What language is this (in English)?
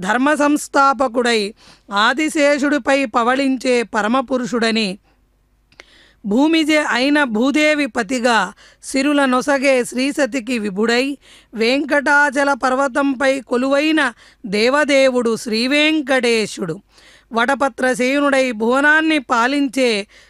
Telugu